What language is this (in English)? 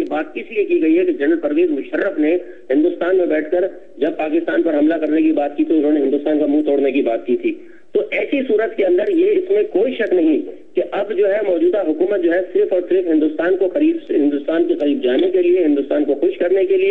Urdu